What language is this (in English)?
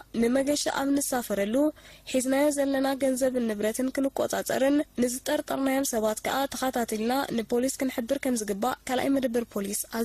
Tigrinya